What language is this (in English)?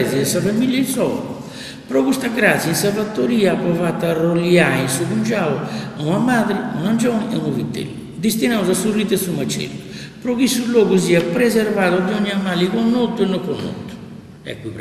Sardinian